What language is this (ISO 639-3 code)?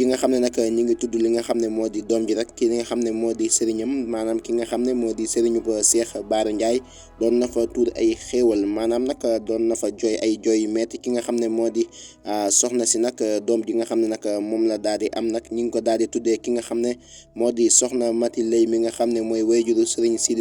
wol